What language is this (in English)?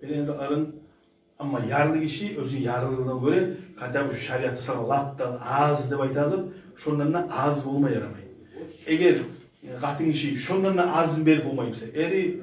Kumyk